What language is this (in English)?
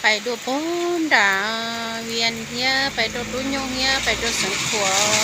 Hmong